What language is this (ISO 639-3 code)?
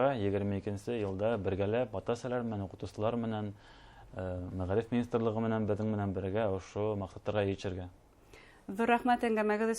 bak